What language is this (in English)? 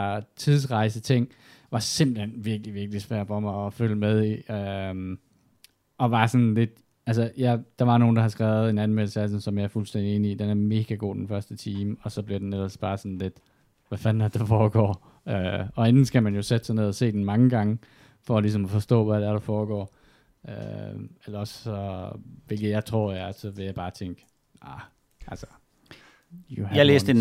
Danish